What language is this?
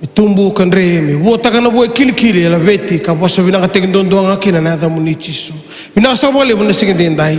Fijian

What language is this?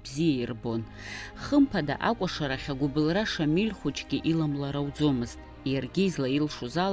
Abkhazian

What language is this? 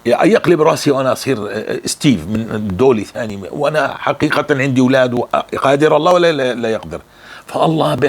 North Levantine Arabic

